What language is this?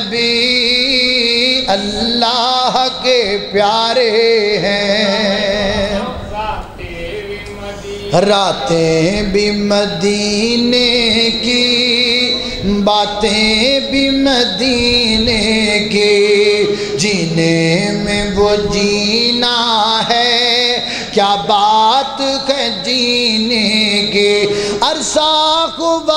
Urdu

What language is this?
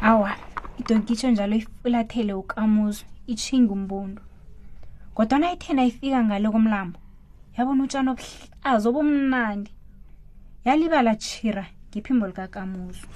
South Ndebele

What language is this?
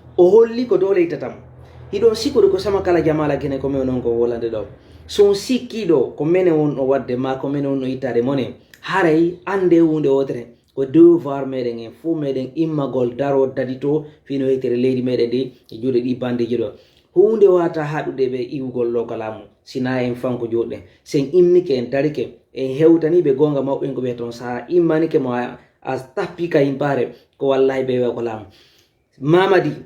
Fula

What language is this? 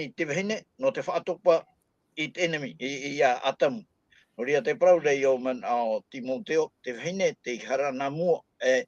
Tahitian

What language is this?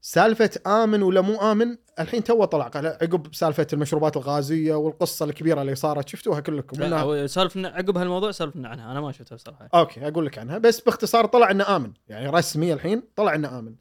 Gulf Arabic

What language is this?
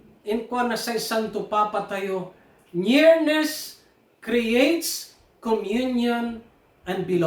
Pangasinan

